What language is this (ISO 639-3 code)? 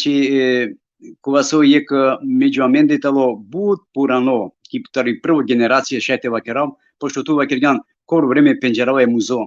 rmn